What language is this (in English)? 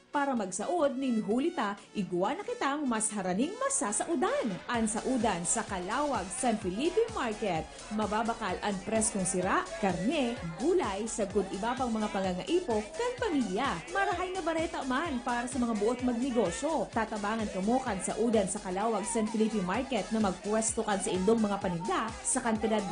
Bikol